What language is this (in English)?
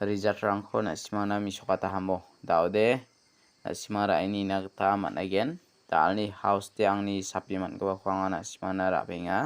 Garo